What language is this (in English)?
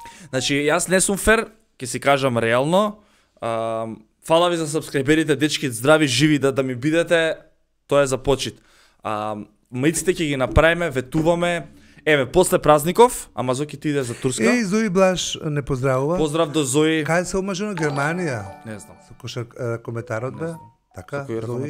Macedonian